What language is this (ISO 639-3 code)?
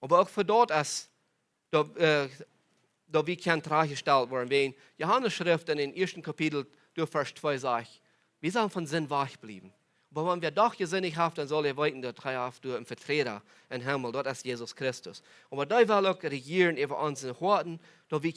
pdt